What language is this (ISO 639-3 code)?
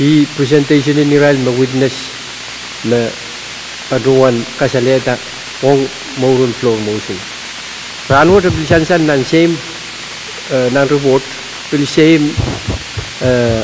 pon